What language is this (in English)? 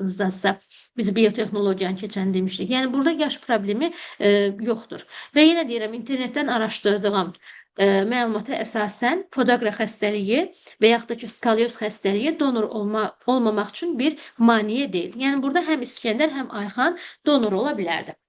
Azerbaijani